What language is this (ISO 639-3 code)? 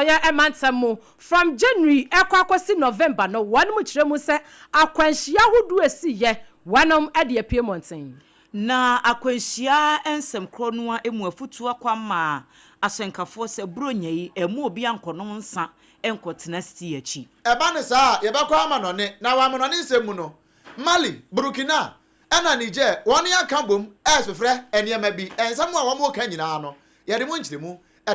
aka